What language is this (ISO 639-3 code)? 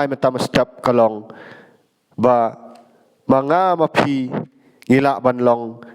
kha